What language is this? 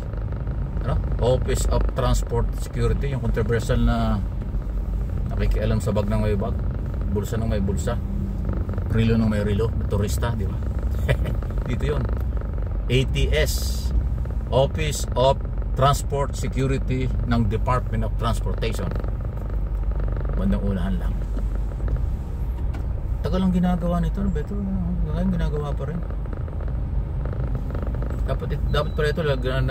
Filipino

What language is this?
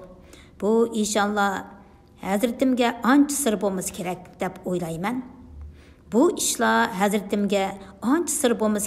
Uyghur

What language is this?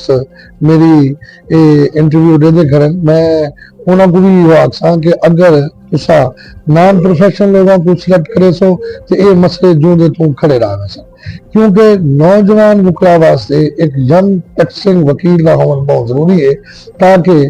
Saraiki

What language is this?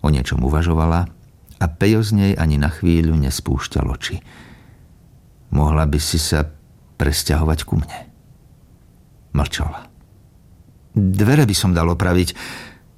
Slovak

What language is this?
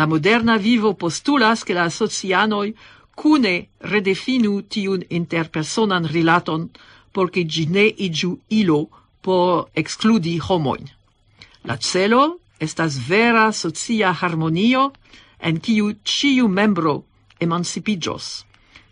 Esperanto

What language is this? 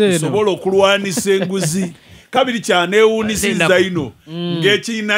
Ganda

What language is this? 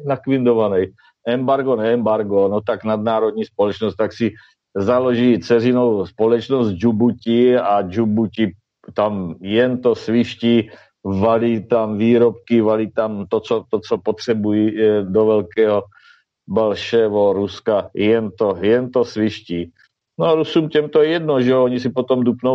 Czech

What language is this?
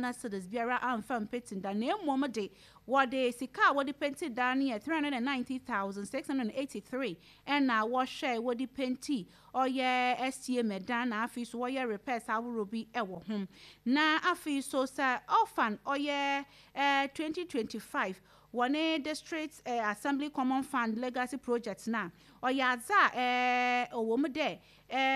Akan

